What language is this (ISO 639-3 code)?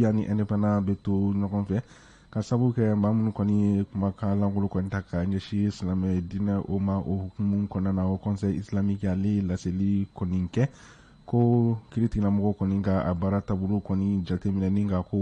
bam